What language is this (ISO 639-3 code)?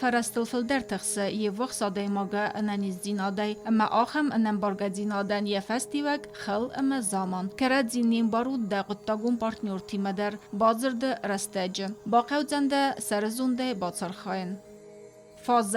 oss